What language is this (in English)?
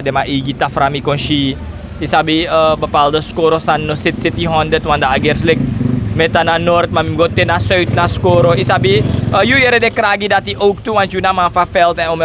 Sranan Tongo